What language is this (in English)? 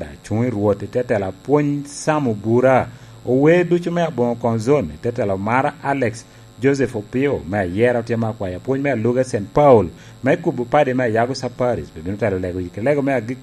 Lango (Uganda)